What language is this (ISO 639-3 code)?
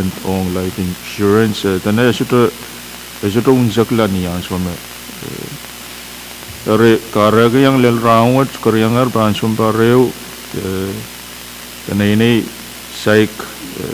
pon